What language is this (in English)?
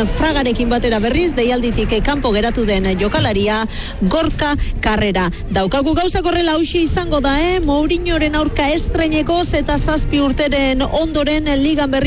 Basque